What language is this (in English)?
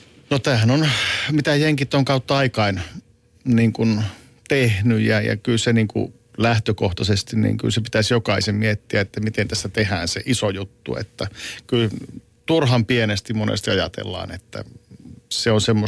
Finnish